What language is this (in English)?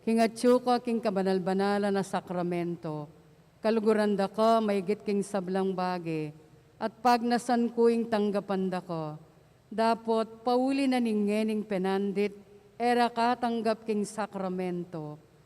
Pampanga